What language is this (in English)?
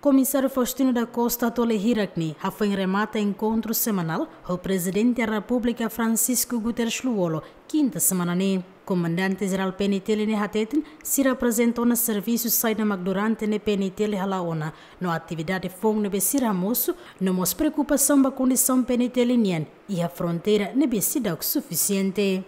Tetum